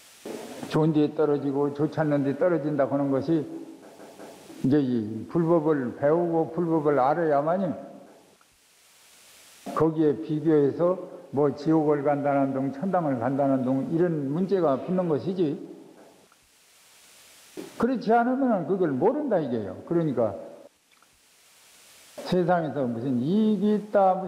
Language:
Korean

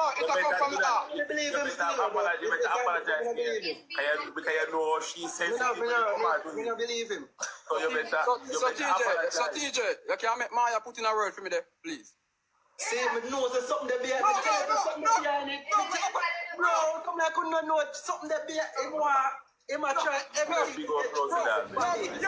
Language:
Jamaican Creole English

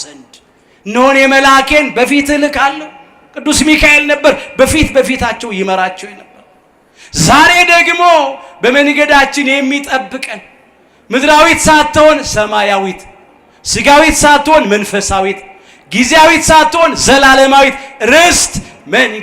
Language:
Amharic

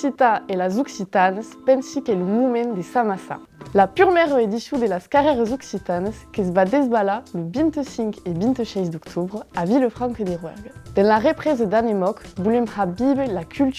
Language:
Occitan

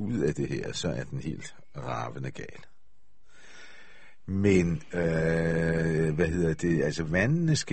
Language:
Danish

